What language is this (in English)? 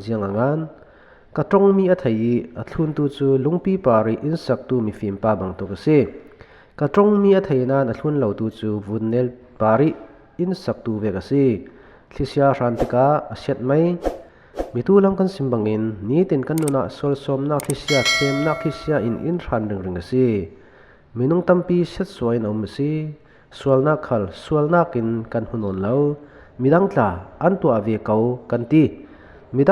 Falam Chin